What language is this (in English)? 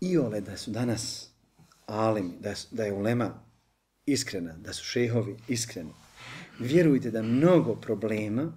Bosnian